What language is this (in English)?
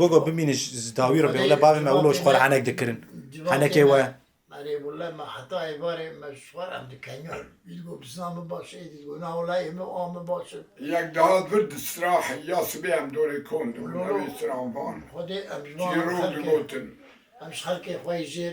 Kurdish